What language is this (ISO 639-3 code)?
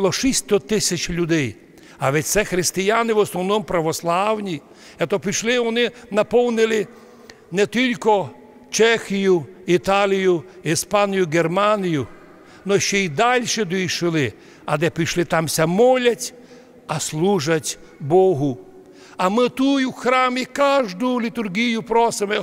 rue